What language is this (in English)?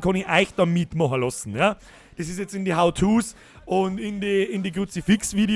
Bavarian